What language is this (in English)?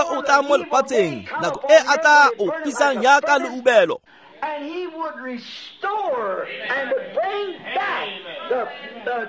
Tswana